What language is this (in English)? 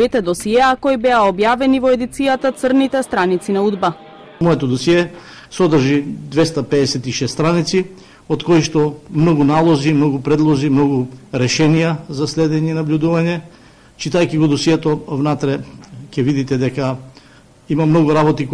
Macedonian